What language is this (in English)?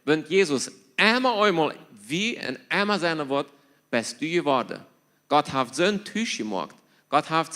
Plautdietsch